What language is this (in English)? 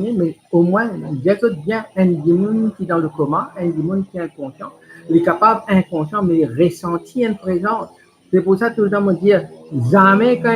Morisyen